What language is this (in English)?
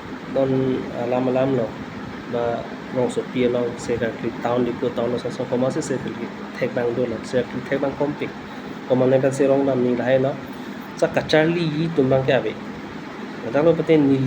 Karbi